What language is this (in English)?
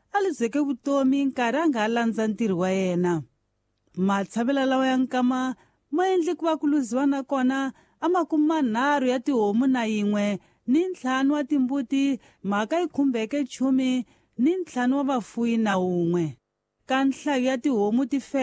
Tsonga